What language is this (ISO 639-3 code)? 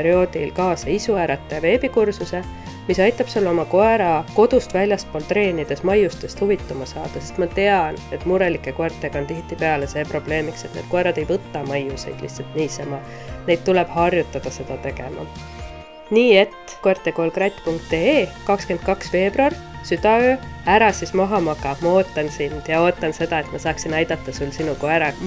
est